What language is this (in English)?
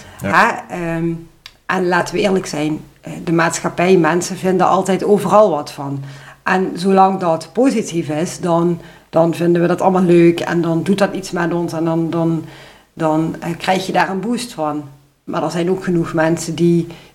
Dutch